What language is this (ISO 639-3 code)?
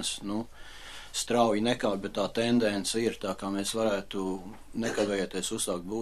lav